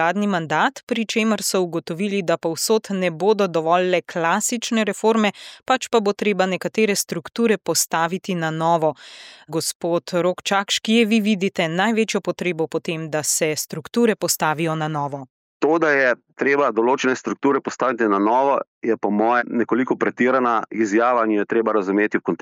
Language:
Slovenian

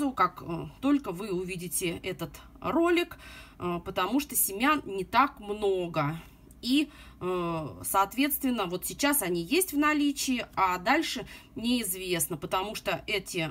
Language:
Russian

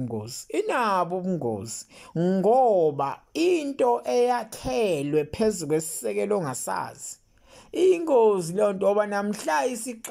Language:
Zulu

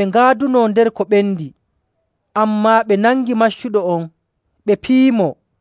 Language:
Nigerian Fulfulde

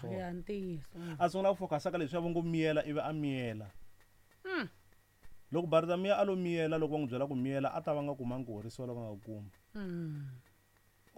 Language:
Tsonga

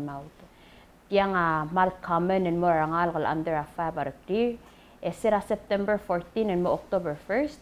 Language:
Palauan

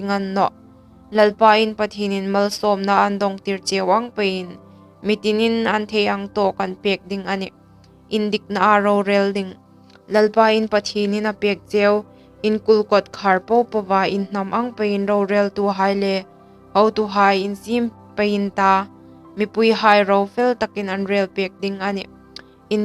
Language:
Hmar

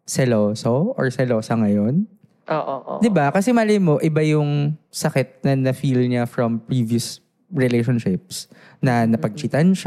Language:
Filipino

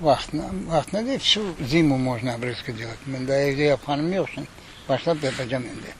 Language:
Crimean Tatar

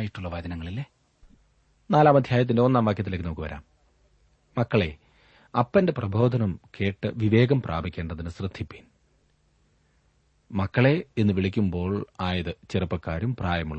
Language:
Malayalam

